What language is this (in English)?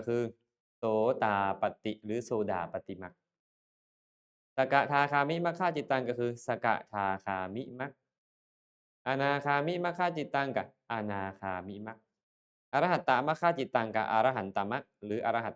Lao